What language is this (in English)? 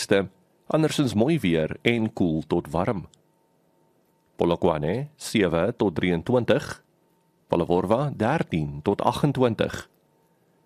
Afrikaans